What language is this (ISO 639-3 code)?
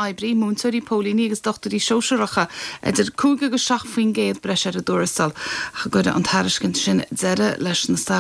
gle